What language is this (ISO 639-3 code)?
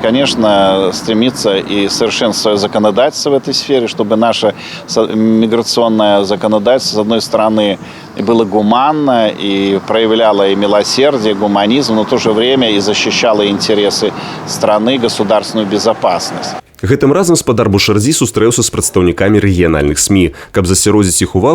bel